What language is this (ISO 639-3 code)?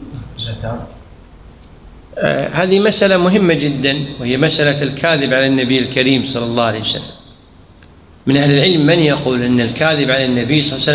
ara